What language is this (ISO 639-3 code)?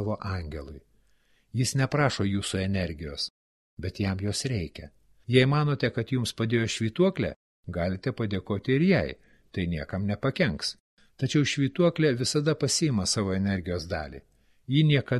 lit